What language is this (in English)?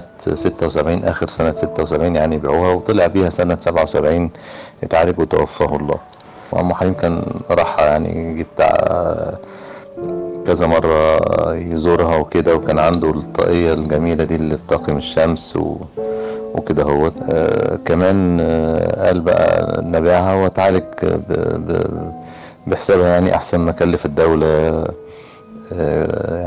Egyptian Arabic